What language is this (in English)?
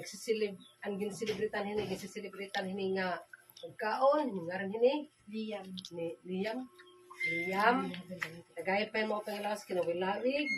Waray